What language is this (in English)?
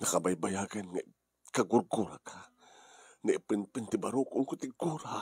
Iloko